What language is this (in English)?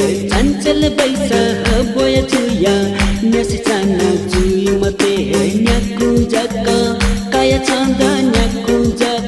Newari